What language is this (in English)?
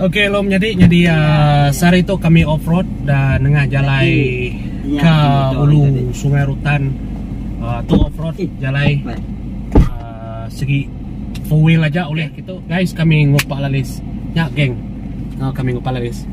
Iban